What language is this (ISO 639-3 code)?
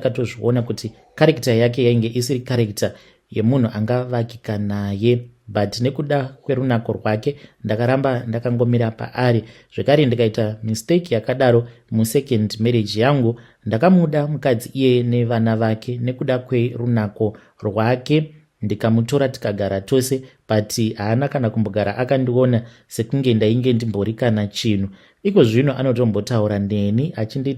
sna